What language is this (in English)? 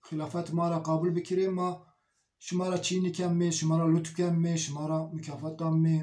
Zaza